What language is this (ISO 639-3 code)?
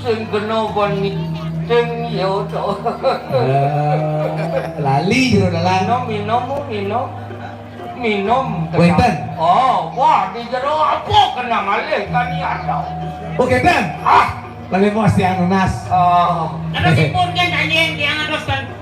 ban